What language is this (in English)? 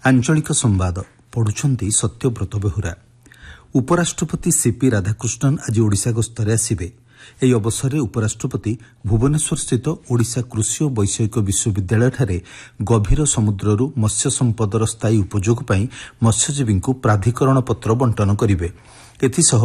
Odia